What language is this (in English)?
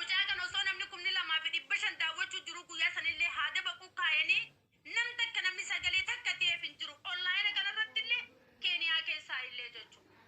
Oromo